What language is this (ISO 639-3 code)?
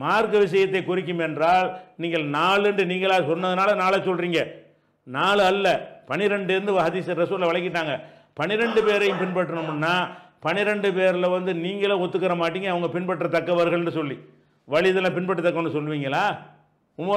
tam